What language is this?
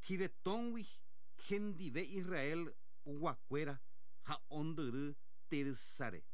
Guarani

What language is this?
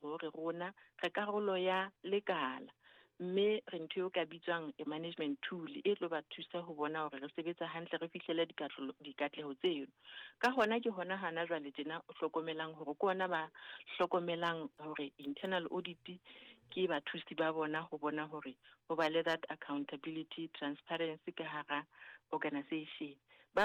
Southern Sotho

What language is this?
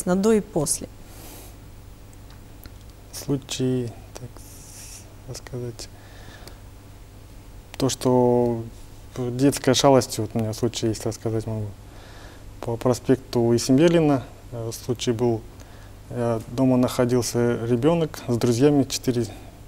Russian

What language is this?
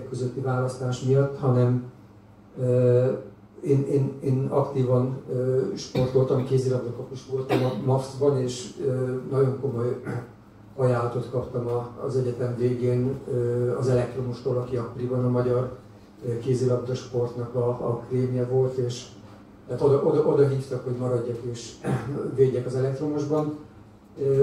Hungarian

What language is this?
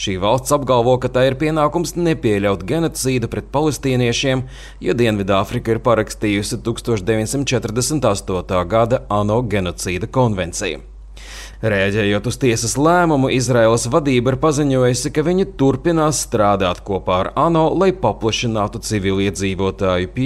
Latvian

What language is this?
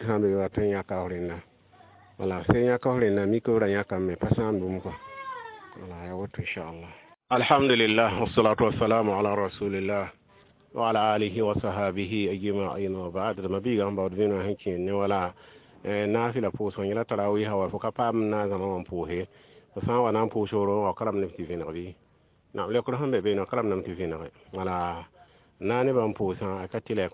Mossi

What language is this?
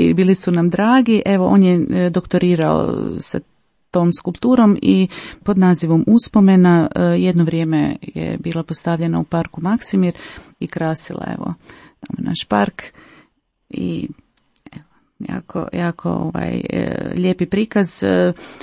Croatian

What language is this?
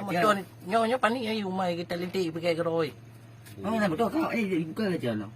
Achinese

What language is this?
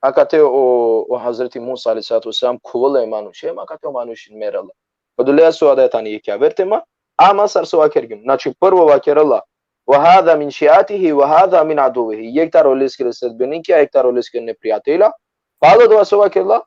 Balkan Romani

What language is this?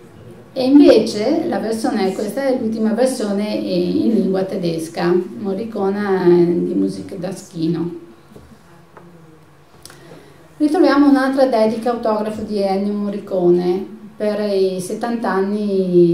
Italian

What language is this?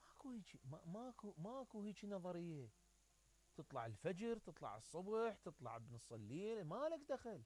Mesopotamian Arabic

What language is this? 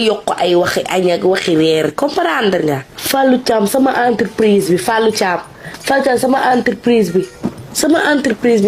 Wolof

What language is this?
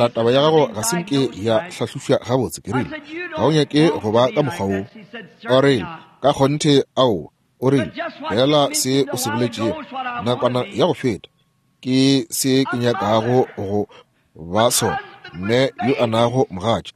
Northern Sotho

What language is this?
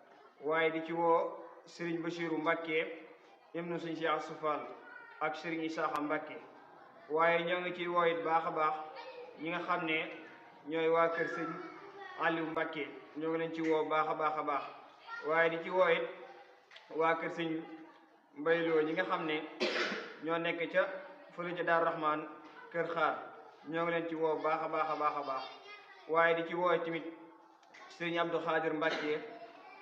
Wolof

